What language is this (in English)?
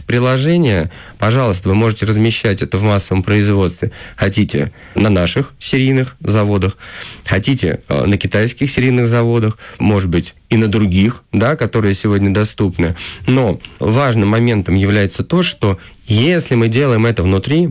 Russian